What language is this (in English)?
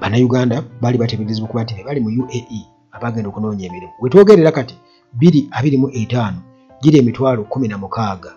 Ganda